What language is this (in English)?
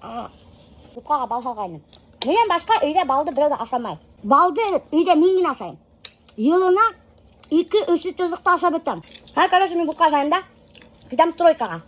Bashkir